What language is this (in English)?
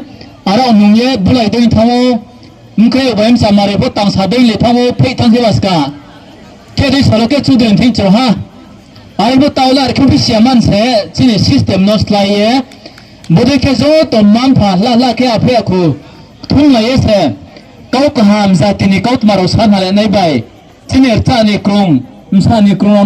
Riang (India)